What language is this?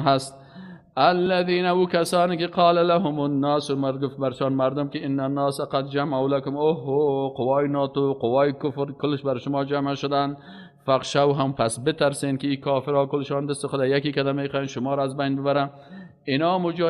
Persian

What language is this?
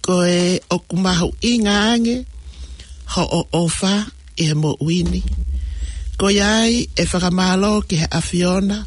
Tongan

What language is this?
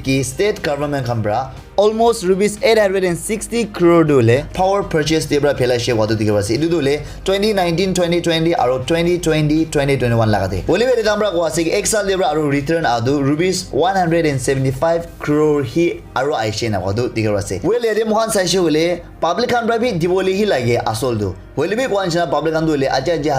Naga Pidgin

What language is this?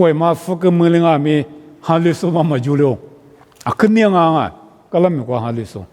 Lisu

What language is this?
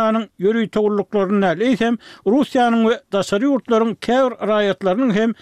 Turkmen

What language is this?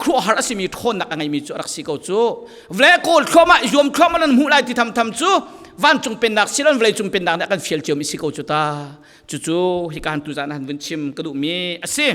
Falam Chin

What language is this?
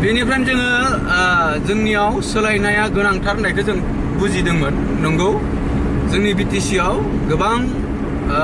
Bodo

